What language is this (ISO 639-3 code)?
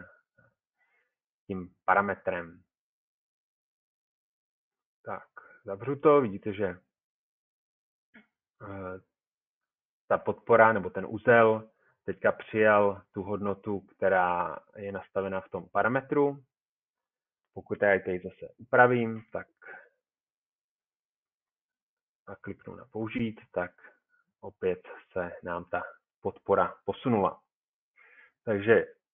ces